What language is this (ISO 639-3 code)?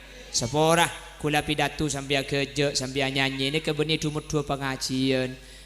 mad